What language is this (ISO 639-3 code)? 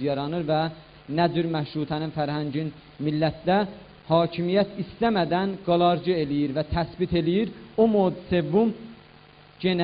azb